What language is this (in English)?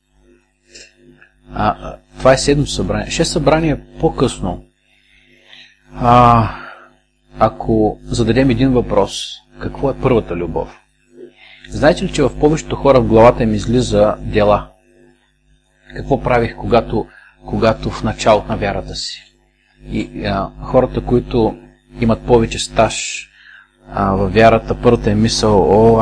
Bulgarian